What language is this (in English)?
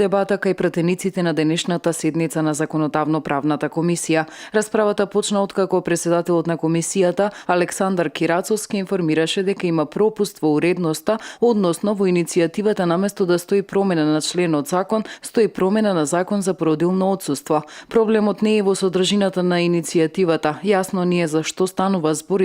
Macedonian